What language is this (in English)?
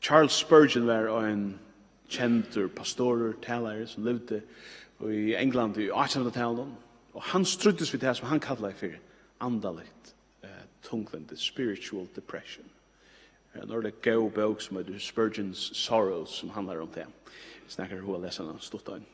Faroese